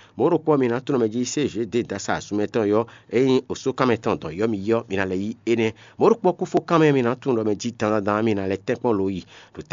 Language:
Fon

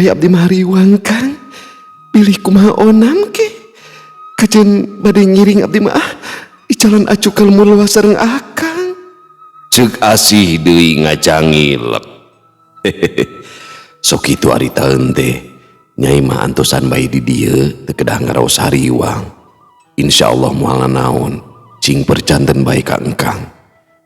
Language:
Sundanese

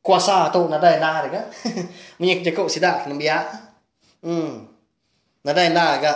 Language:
Iban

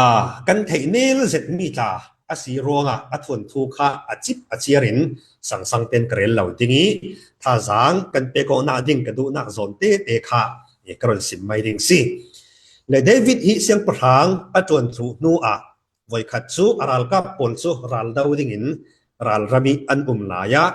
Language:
Falam Chin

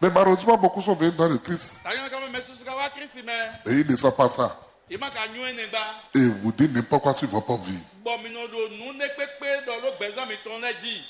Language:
Fon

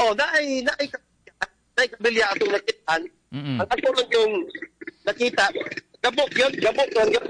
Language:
Cebuano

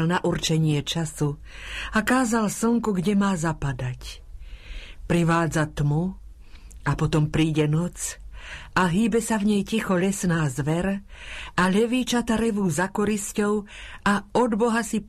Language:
Slovak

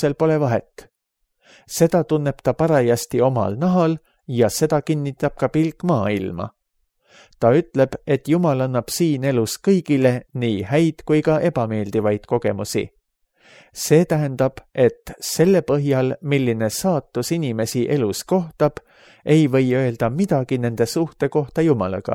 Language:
Estonian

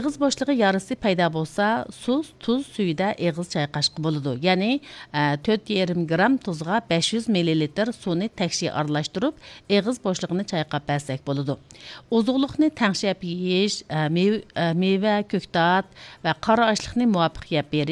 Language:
Uyghur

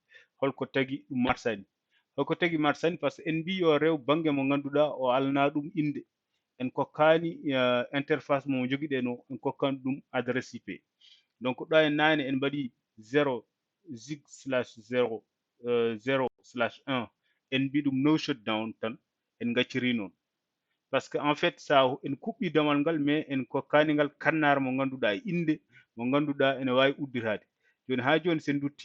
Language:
Fula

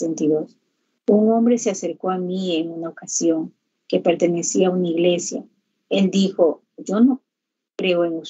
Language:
Spanish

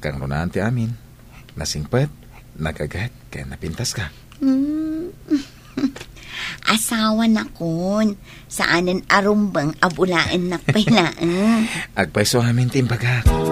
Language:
Iloko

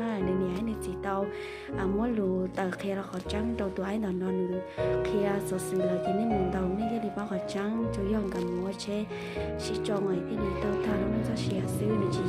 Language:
Hmong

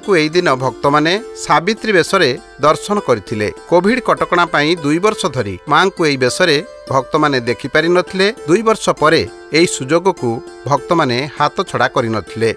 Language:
Odia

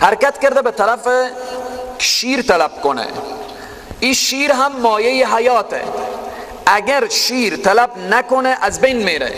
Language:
Persian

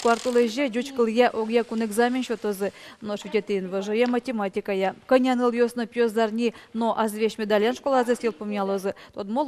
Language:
Udmurt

